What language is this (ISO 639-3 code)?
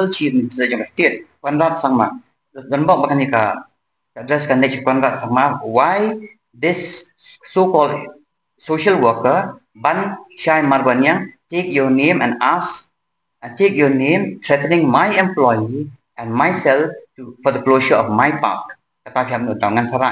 kha